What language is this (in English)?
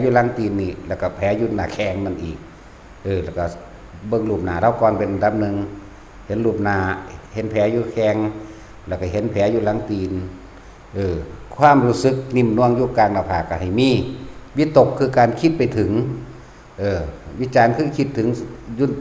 Northeastern Thai